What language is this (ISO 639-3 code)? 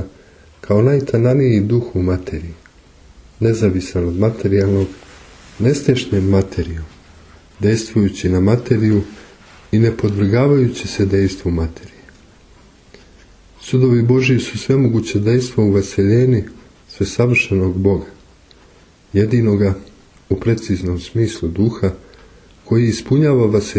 srp